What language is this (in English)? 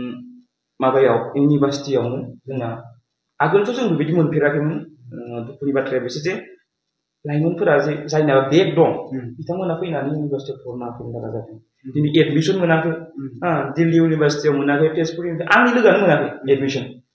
Bodo